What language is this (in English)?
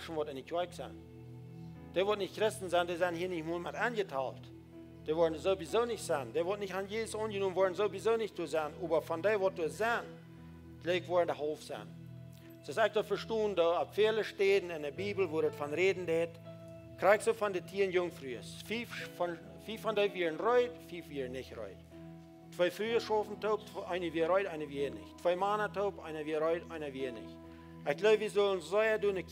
Plautdietsch